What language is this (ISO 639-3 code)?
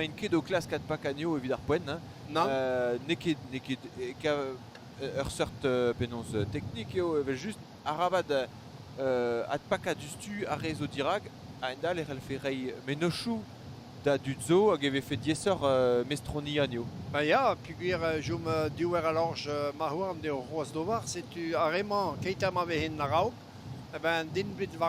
bre